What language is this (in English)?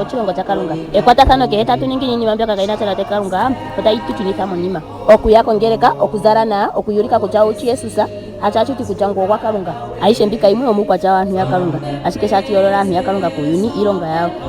Ndonga